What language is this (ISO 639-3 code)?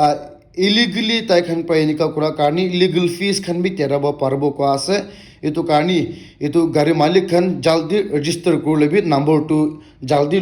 nag